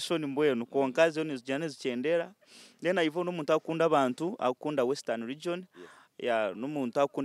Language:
Nyankole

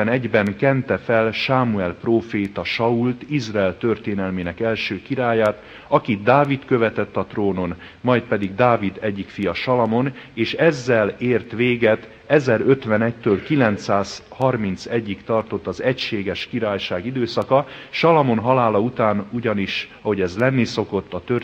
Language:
Hungarian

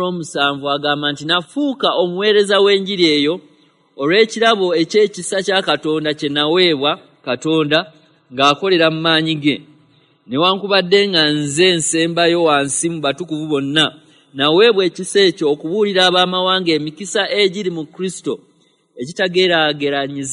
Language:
Ganda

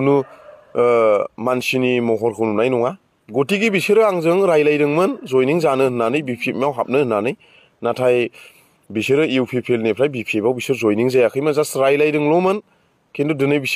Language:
Bodo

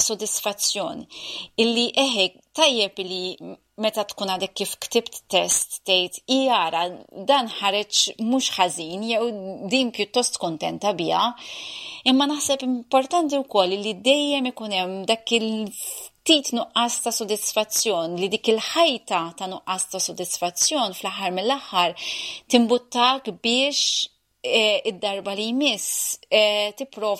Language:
Maltese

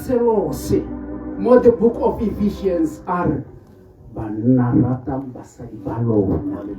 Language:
Tswana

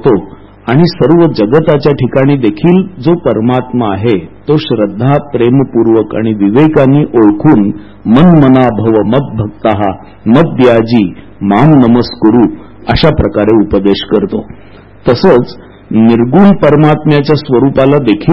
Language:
Marathi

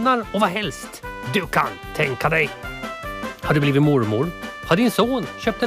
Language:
Swedish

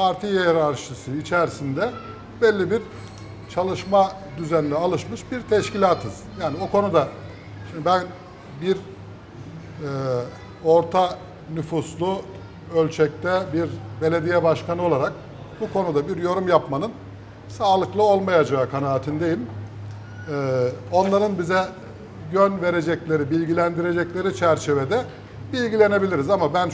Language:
Turkish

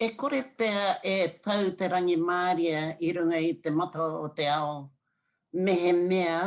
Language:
Māori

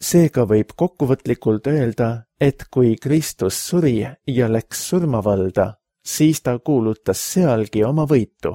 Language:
Estonian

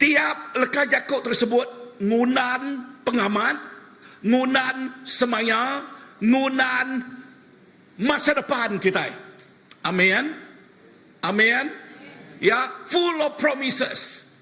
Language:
Iban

